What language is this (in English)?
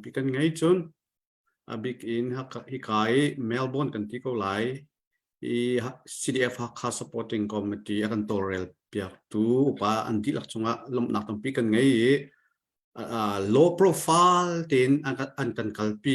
Hakha Chin